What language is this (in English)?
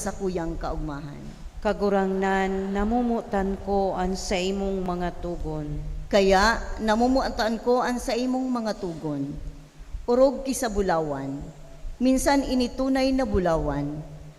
Bikol